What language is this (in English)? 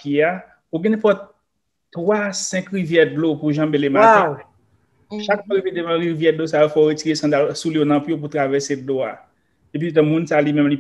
Haitian Creole